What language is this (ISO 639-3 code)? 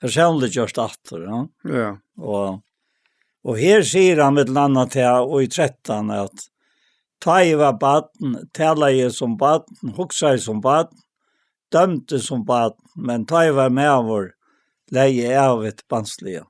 fao